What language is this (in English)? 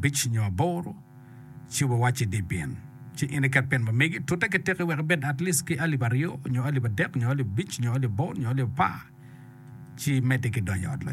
Acoli